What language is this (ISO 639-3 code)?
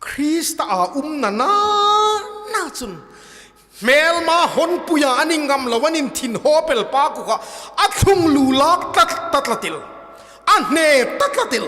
hmr